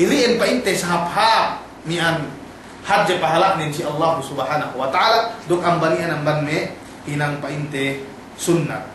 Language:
Yakan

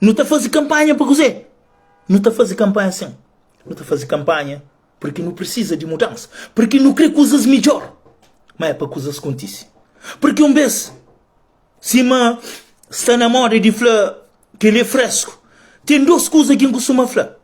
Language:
Kabuverdianu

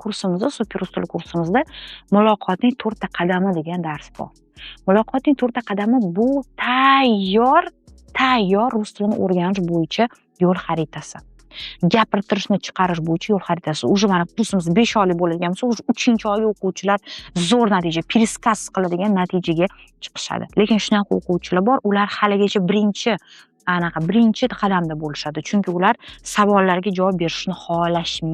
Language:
Uzbek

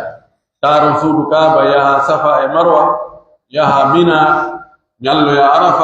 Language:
Pular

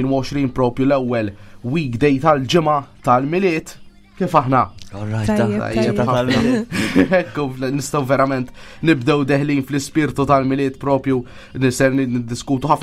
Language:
Maltese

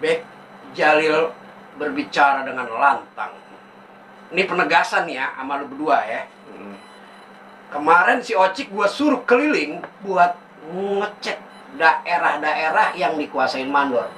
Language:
Betawi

